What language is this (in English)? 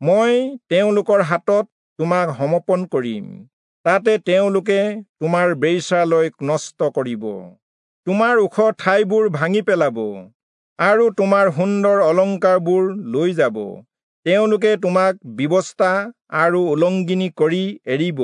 Assamese